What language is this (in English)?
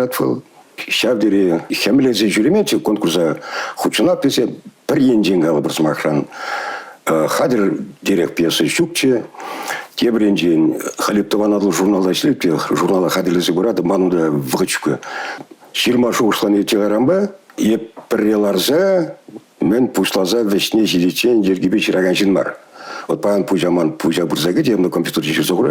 Chuvash